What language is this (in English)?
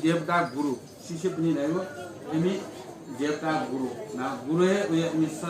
Newari